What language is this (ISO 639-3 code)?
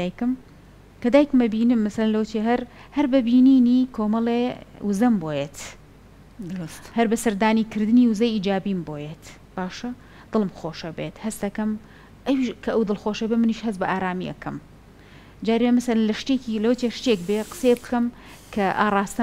ckb